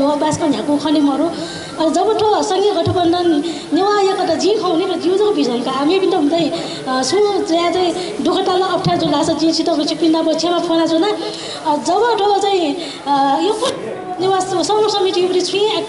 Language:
Newari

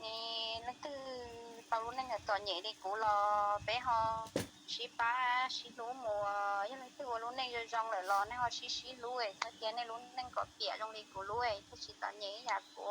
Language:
Hmong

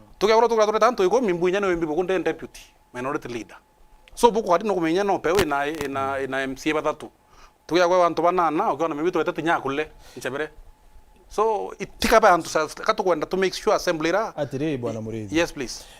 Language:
Meru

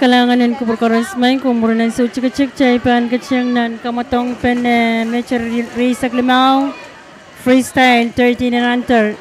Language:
Pohnpeian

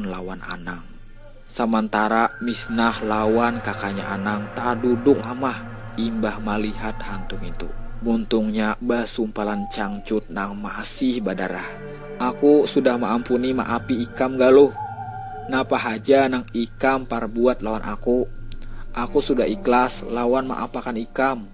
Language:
Banjar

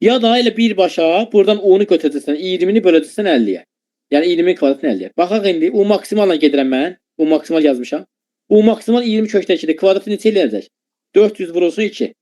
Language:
Azerbaijani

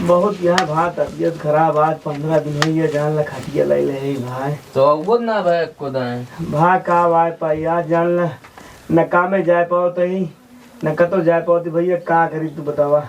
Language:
Awadhi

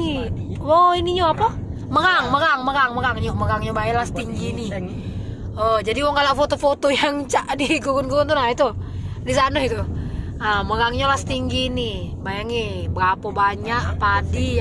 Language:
Musi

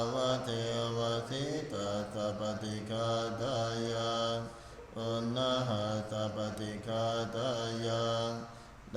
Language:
Pali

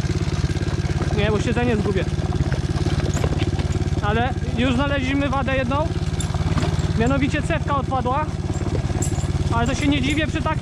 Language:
Polish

